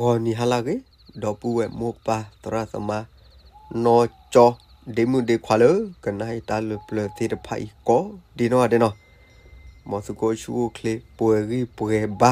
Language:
S'gaw Karen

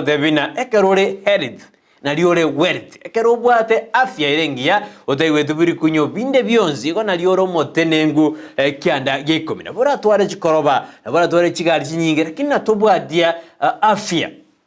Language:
Gusii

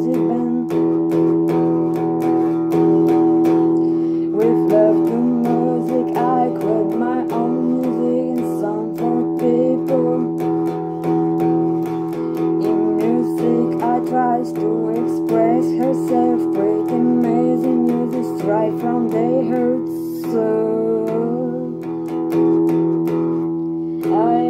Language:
English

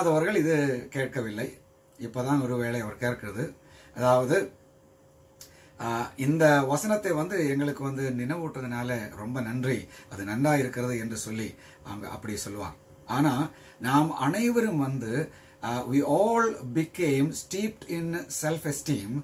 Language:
Tamil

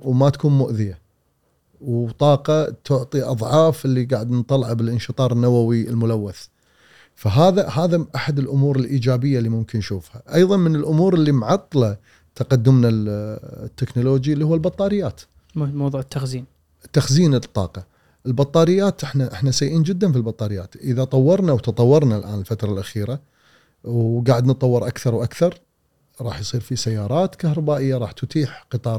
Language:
Gulf Arabic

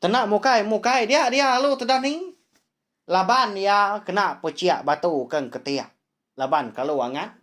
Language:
Iban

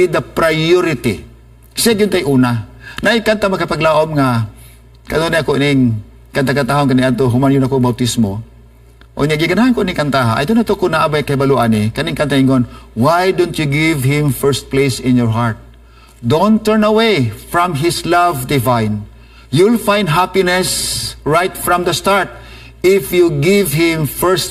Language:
Cebuano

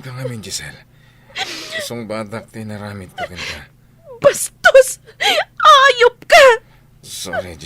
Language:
Iloko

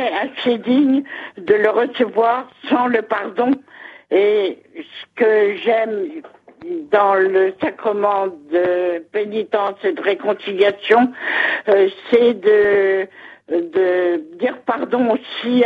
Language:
French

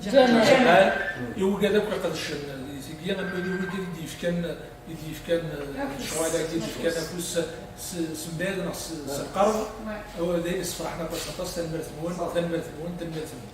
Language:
Kabyle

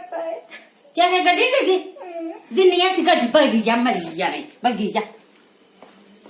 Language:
Dogri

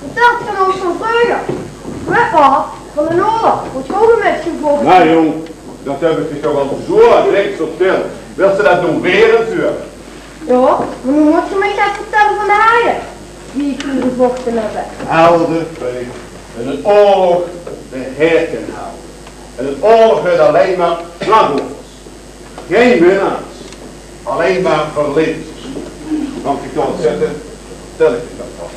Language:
Limburgish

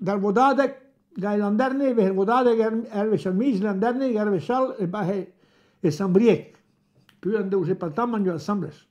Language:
Breton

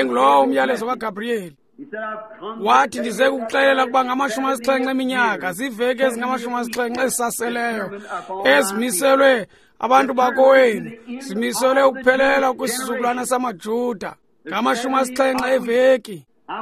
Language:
Xhosa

